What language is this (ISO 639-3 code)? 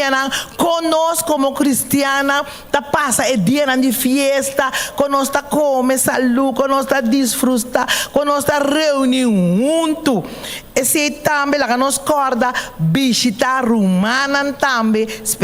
pap